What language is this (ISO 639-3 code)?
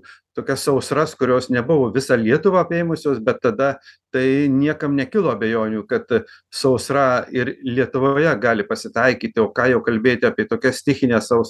lit